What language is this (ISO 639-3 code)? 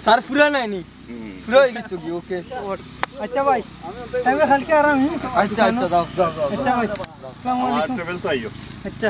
syl